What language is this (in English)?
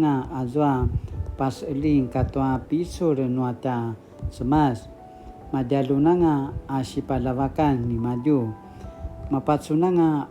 Paiwan